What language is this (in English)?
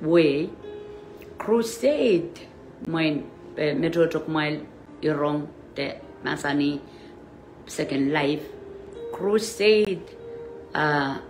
Pohnpeian